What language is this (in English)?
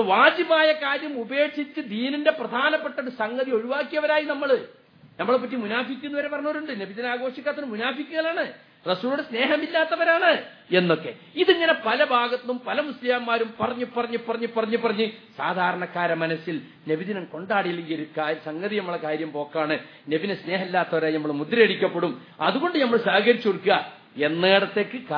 Malayalam